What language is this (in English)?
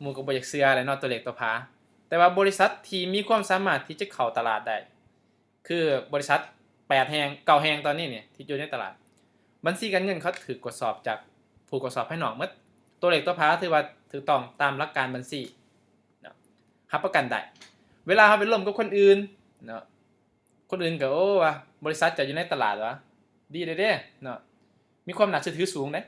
Lao